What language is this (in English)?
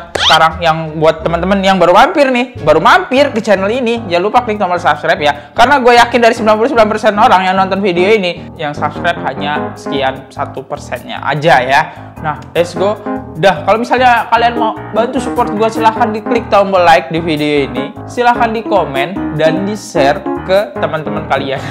Indonesian